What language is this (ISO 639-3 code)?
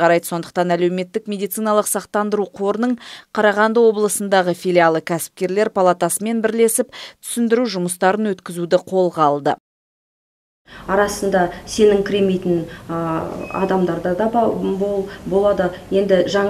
kaz